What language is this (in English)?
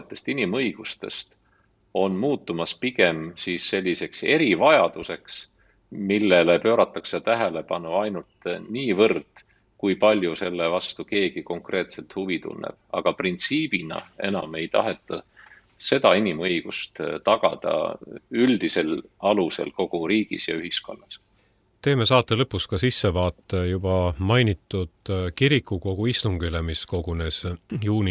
Estonian